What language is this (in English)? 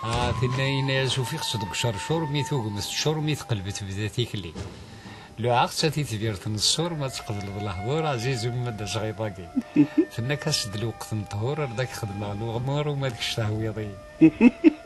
Kabyle